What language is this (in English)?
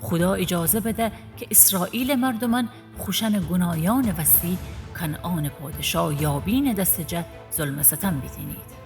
Gilaki